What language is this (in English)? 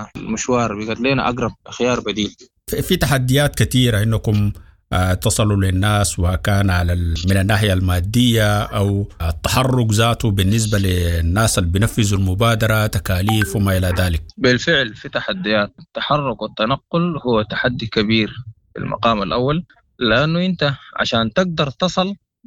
Sudanese Arabic